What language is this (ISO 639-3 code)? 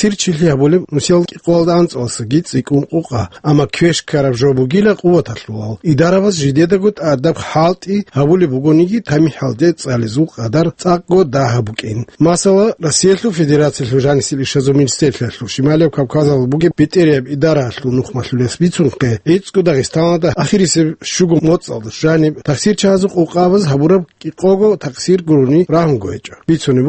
ava